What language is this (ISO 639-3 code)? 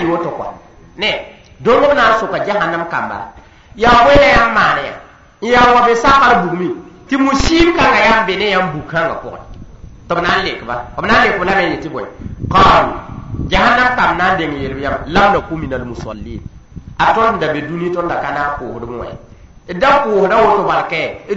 mos